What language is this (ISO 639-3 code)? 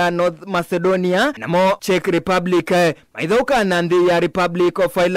kam